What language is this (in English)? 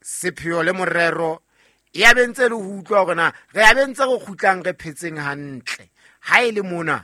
Southern Sotho